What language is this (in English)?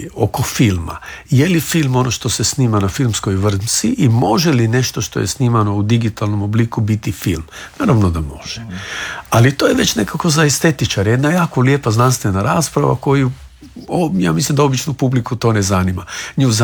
Croatian